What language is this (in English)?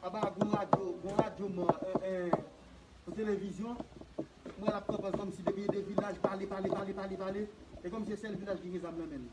Haitian Creole